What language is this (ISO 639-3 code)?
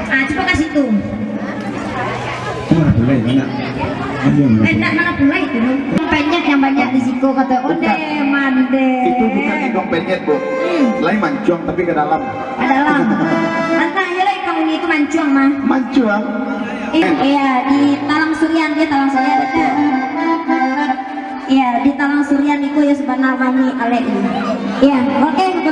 min